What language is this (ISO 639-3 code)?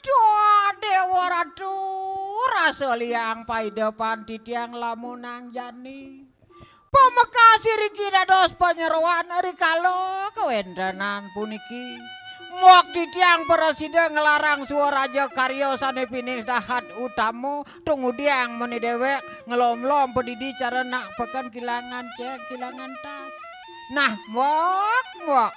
ban